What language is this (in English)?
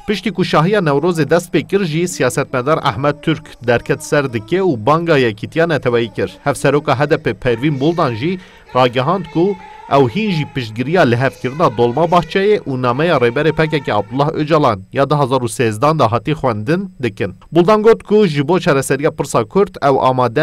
Kurdish